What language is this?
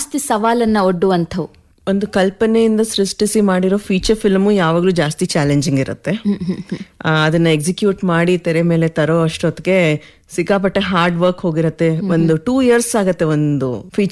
Kannada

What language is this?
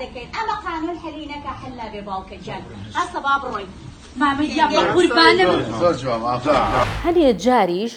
Central Kurdish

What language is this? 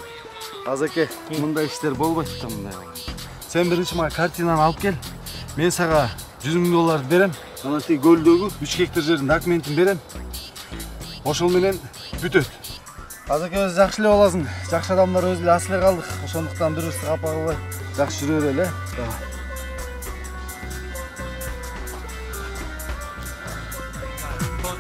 Kyrgyz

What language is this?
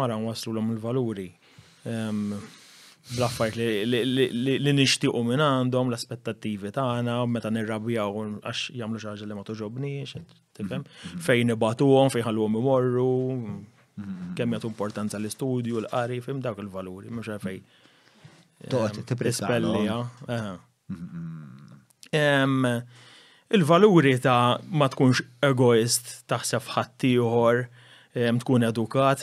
Maltese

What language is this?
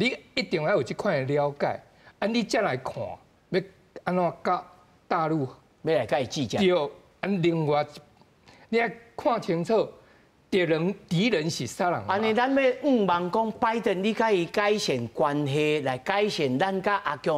Min Nan Chinese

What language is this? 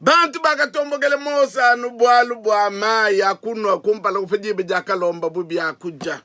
Luba-Lulua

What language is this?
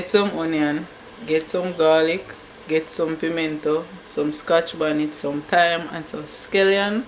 Jamaican Creole English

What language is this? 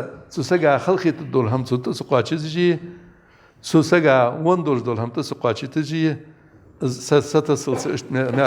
Ingush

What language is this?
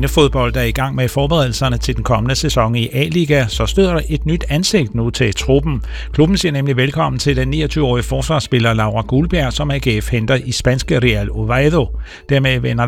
Danish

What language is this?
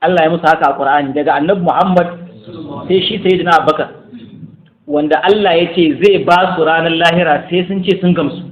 Hausa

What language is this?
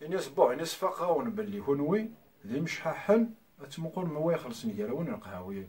Kabyle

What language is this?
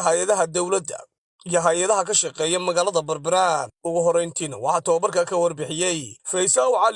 Somali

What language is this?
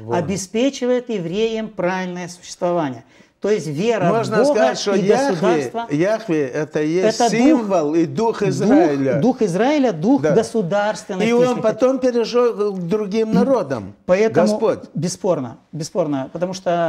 Russian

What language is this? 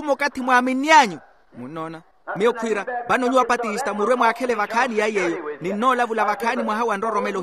Makhuwa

